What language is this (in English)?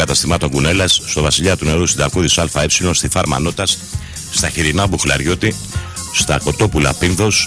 Greek